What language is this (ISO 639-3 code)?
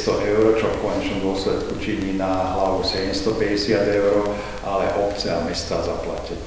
slk